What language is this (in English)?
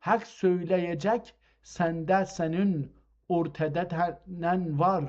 South Azerbaijani